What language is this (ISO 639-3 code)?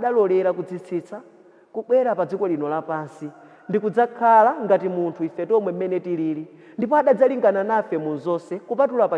nya